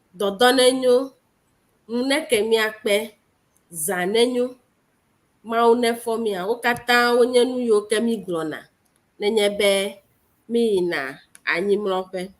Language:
Ewe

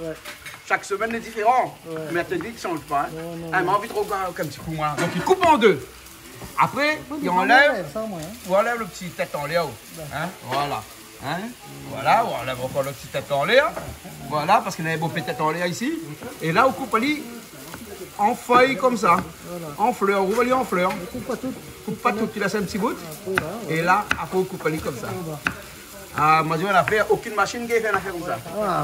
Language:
Réunion Creole French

